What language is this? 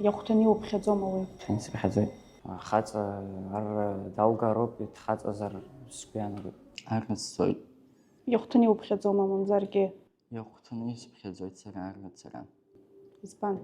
Abkhazian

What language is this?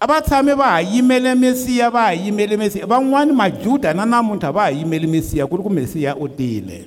Tsonga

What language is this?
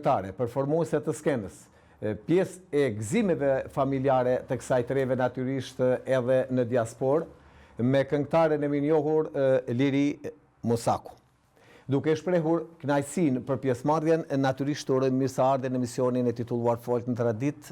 Albanian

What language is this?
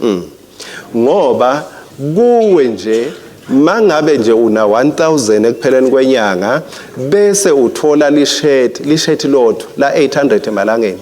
Swati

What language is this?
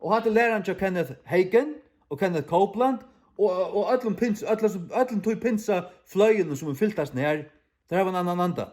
Faroese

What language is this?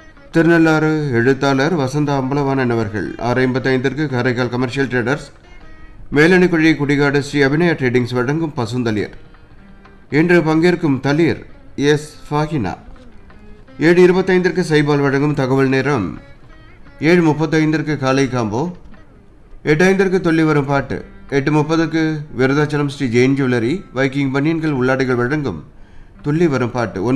Tamil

